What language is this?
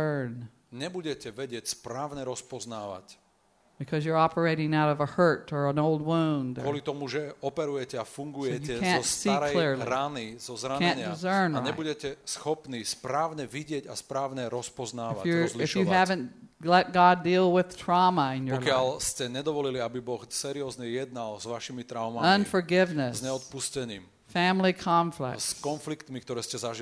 Slovak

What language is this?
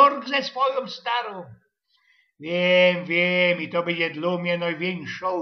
Silesian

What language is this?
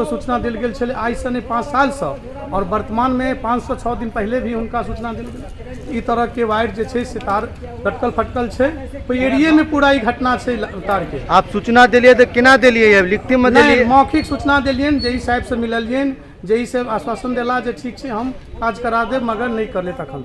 Maithili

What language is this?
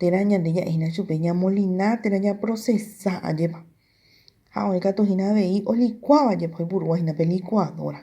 Guarani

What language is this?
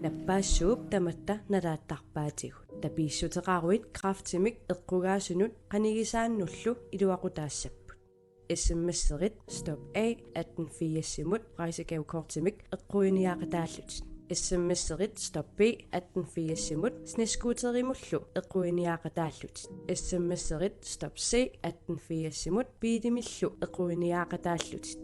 Kalaallisut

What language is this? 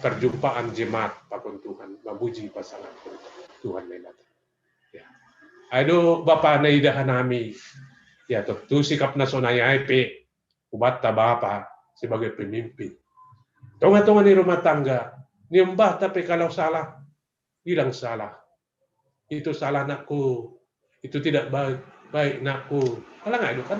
Batak Simalungun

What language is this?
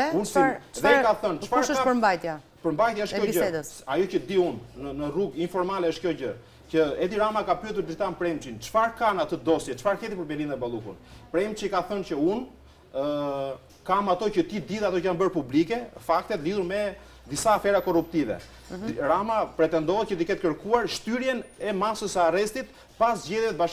Albanian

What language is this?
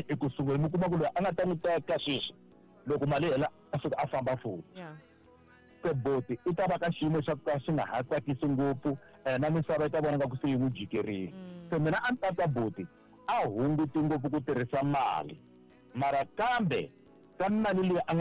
Tsonga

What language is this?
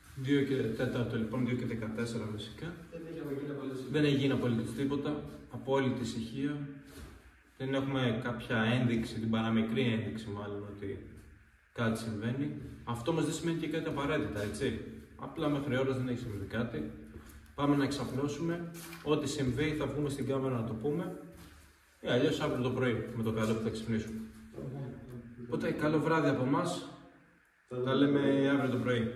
Greek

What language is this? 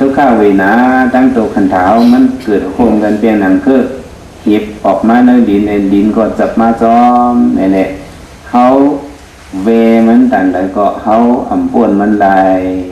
Shan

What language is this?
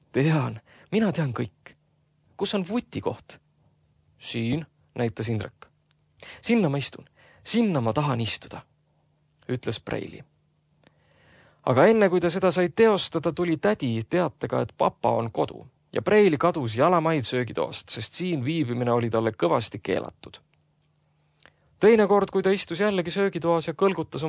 Estonian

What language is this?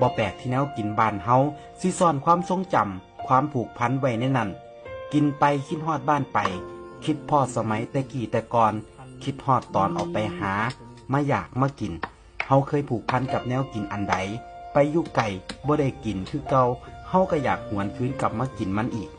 Northeastern Thai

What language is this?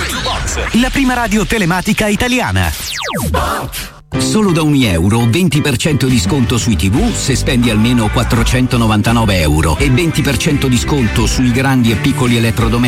Italian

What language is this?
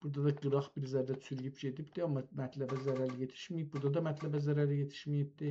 South Azerbaijani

